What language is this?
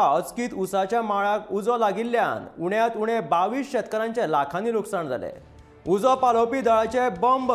Konkani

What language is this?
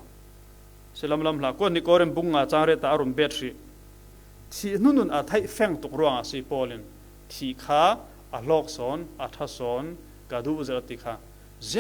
Falam Chin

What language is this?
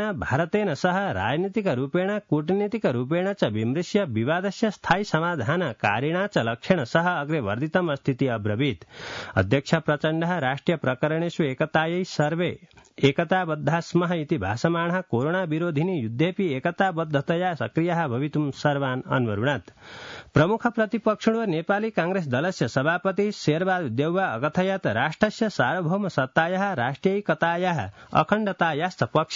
Sanskrit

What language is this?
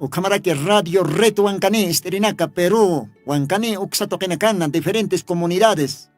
Aymara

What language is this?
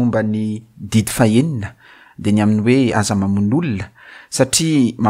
Malagasy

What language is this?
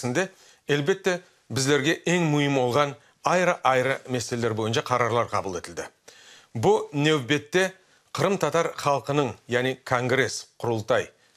Crimean Tatar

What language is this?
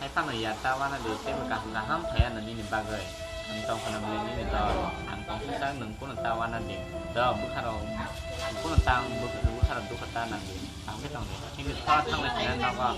Kok Borok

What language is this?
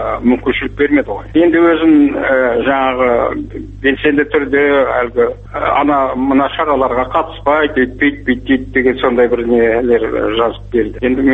Kazakh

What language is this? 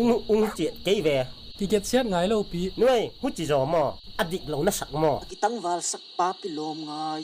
Tedim Chin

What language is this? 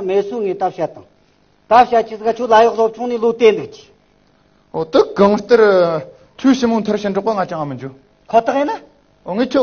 Tibetan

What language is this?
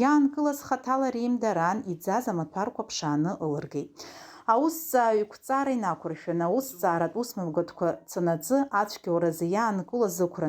Abkhazian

